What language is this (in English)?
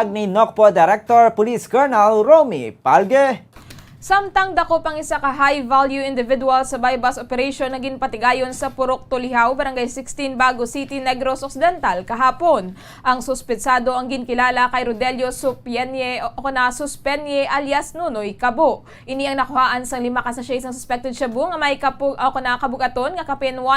Hiligaynon